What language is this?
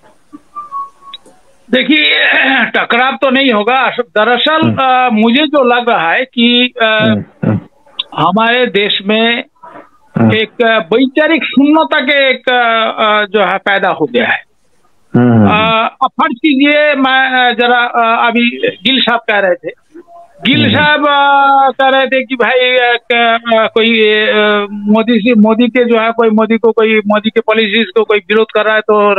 Hindi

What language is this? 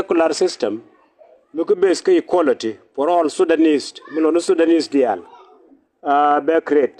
Nuer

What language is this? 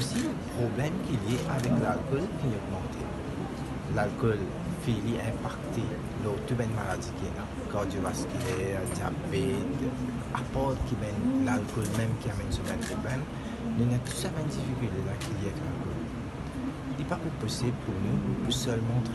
Morisyen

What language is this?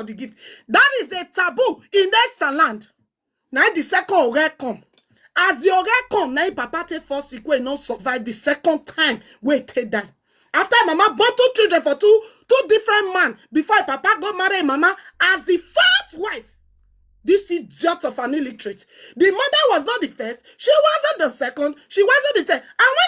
Nigerian Pidgin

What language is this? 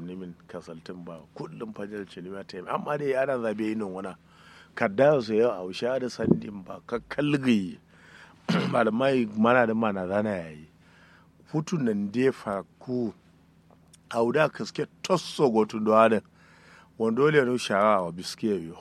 Kanuri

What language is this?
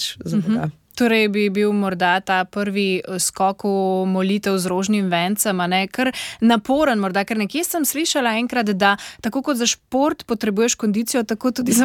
Slovenian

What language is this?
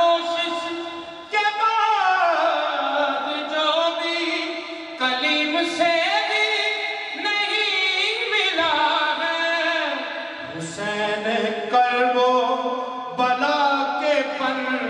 Urdu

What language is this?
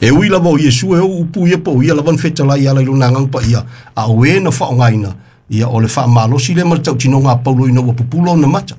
Samoan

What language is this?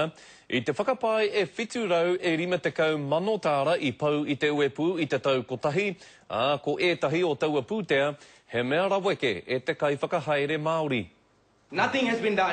Māori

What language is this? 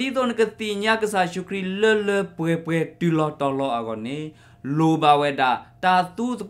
S'gaw Karen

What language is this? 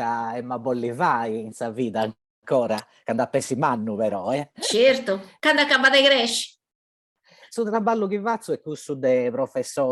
Sardinian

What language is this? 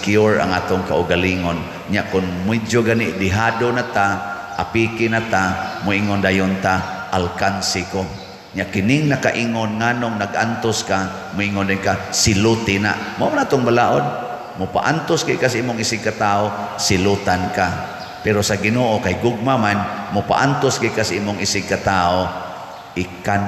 Cebuano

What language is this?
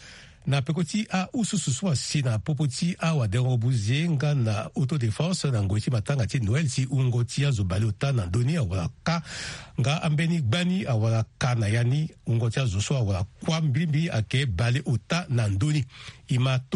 Sango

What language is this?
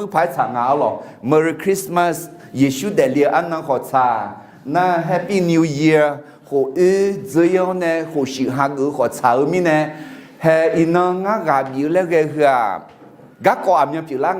Akha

